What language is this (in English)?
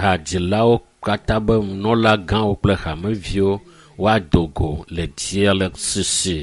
Ewe